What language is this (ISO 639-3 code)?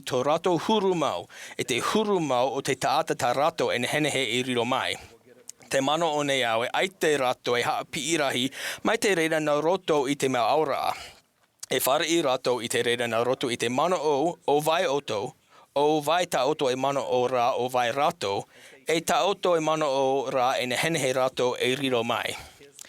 tah